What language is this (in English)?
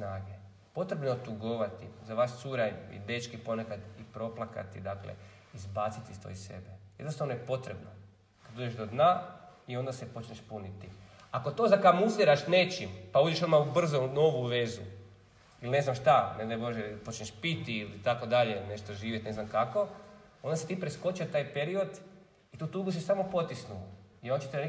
Croatian